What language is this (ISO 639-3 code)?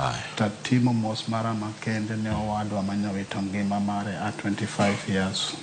luo